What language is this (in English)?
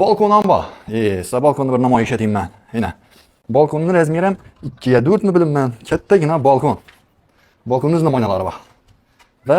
Uzbek